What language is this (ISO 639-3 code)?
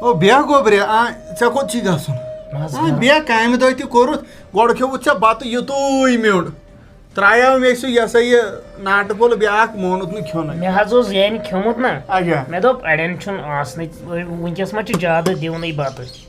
kas